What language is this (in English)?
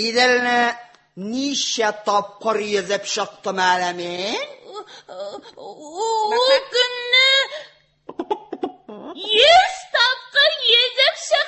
Tatar